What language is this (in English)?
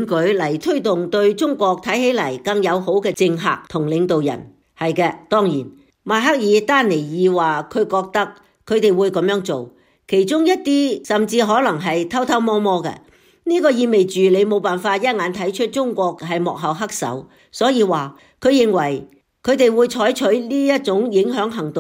Cantonese